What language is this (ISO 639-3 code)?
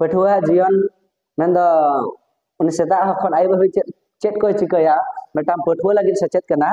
sat